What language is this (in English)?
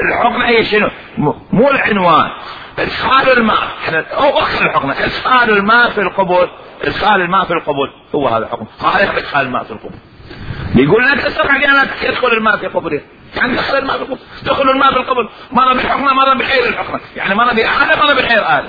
Mesopotamian Arabic